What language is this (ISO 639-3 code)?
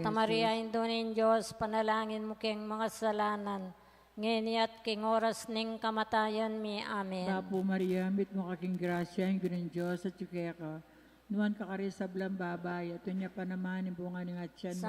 pam